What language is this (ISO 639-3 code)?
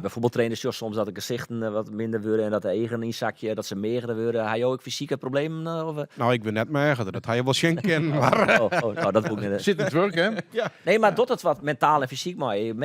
fry